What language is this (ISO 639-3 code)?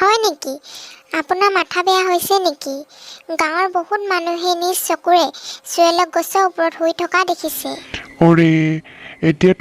asm